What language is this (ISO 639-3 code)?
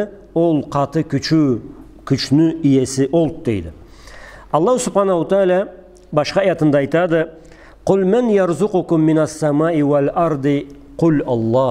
krc